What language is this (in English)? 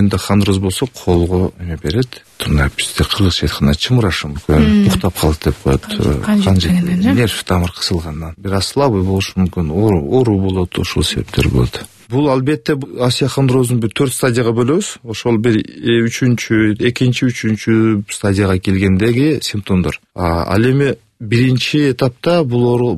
Kyrgyz